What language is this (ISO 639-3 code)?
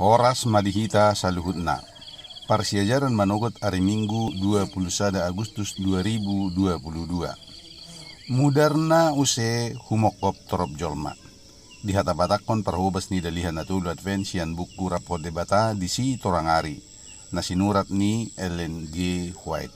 bbc